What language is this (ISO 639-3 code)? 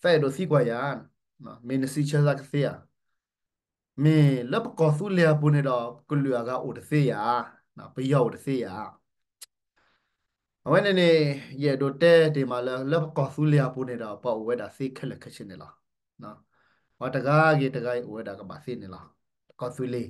ksw